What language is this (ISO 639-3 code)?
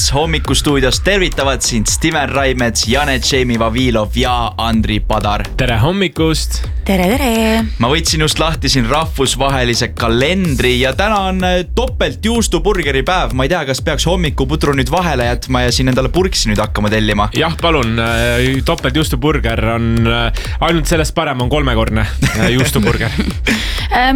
est